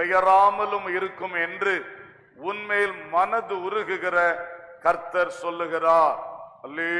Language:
Tamil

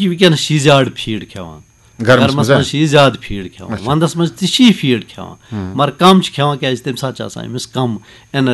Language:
Kashmiri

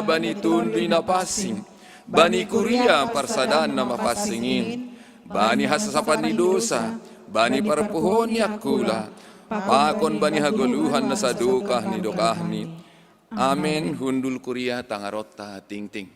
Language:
Batak Simalungun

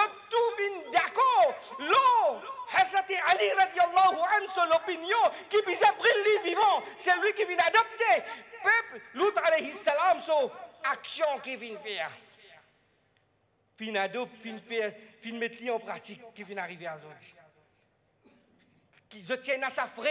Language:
French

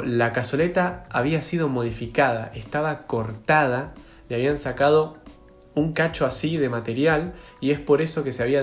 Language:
Spanish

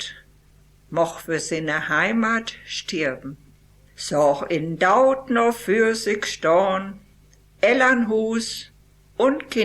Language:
Westphalien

